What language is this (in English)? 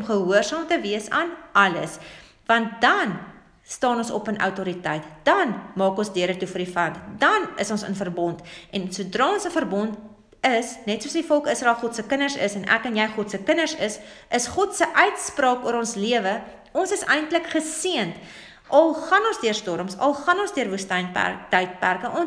Afrikaans